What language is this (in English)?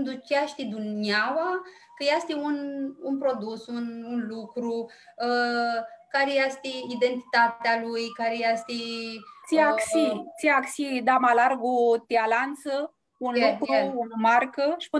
Aromanian